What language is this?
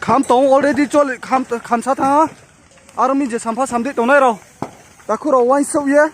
Riang (India)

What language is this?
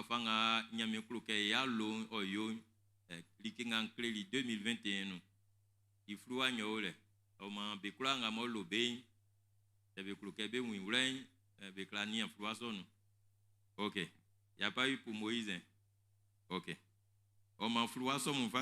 Baoulé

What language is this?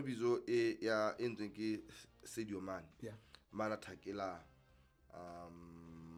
Southern Sotho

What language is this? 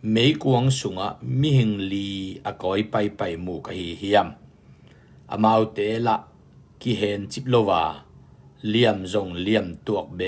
Tedim Chin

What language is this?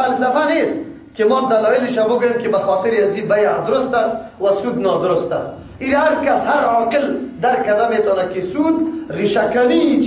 Persian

